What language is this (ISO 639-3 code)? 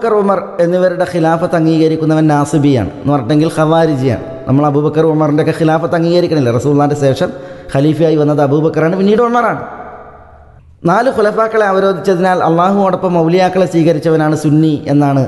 mal